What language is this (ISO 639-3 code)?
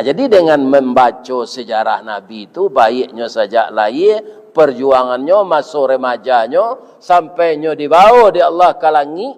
min